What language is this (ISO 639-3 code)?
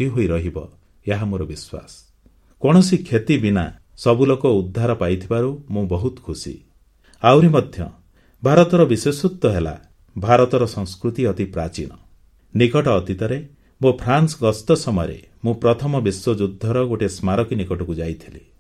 ori